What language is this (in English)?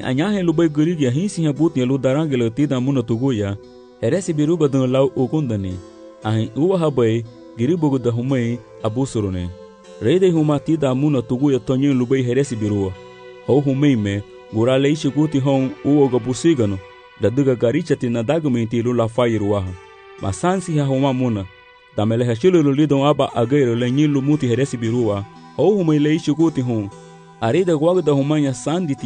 Garifuna